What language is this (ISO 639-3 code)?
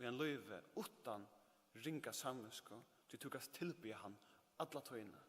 fao